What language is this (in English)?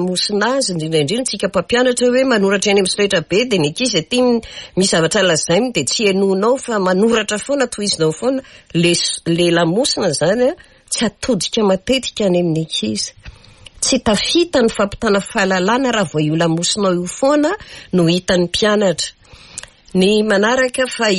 Malagasy